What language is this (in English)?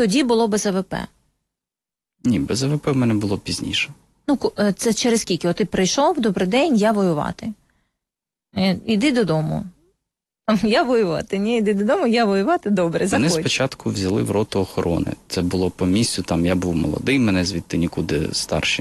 Ukrainian